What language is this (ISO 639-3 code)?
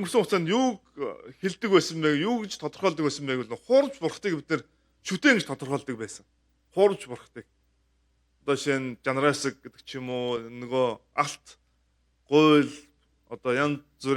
mon